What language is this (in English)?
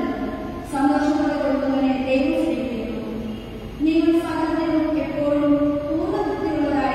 Malayalam